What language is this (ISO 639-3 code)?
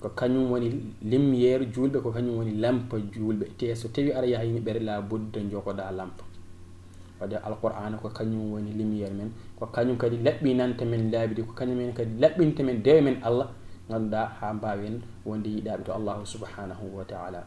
ful